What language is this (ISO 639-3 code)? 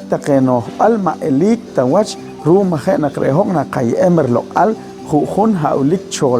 poh